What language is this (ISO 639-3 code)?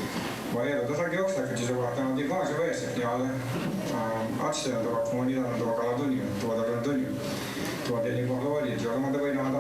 moh